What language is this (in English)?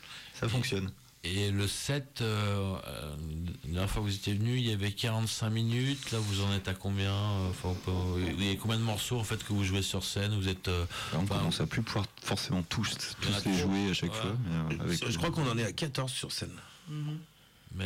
French